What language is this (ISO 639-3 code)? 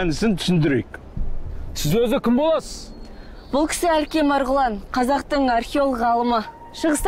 kaz